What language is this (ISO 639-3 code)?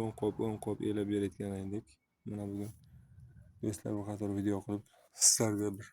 uzb